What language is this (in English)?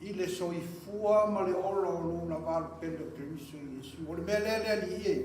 Samoan